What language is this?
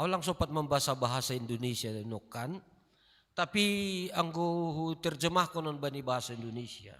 Batak Simalungun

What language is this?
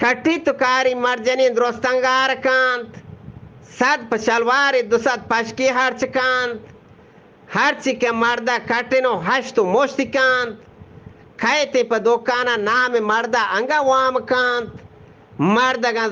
Eastern Balochi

